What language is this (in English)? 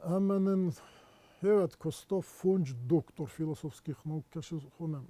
Ossetic